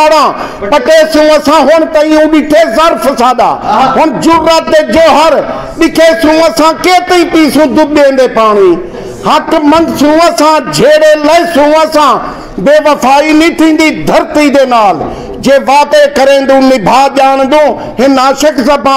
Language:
Saraiki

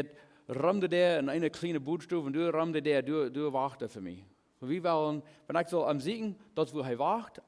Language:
Plautdietsch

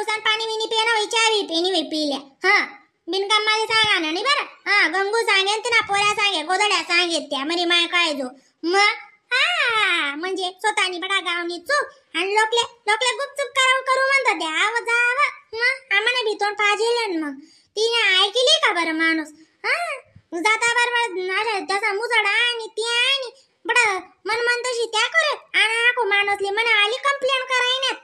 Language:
Khandesi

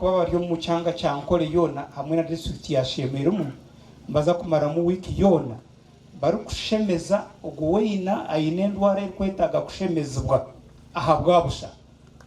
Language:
Nyankole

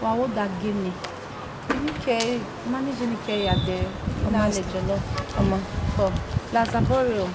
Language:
Bini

